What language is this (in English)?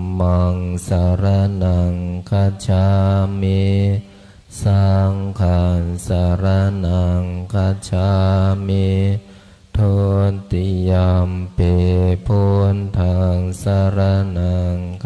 Pali